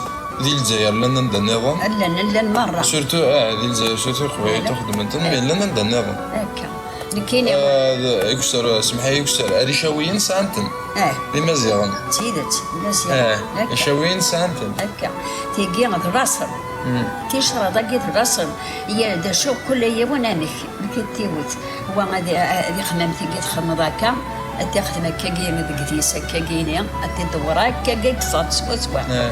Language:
Kabyle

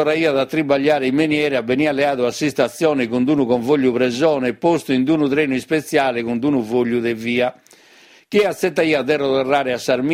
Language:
Sardinian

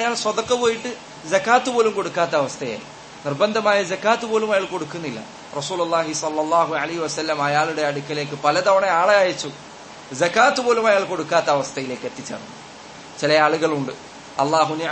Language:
Malayalam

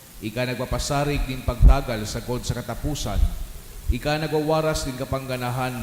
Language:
Bikol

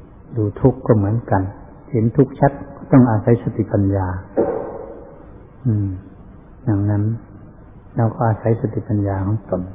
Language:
Thai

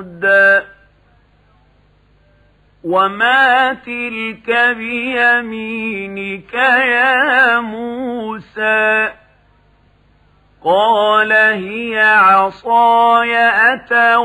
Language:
Arabic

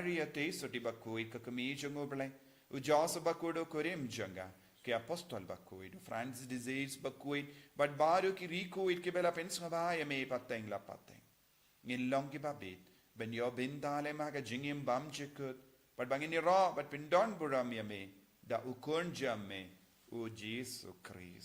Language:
Khasi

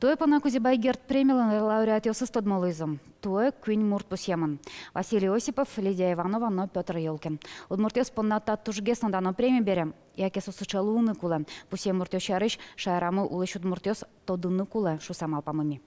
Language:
Udmurt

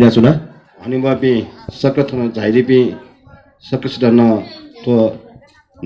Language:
Newari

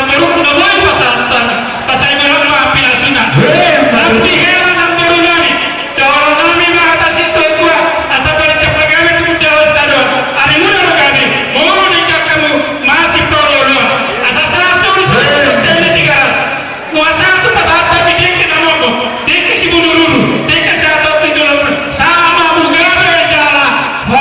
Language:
Batak Toba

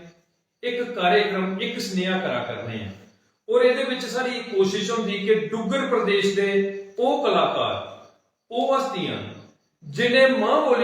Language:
Dogri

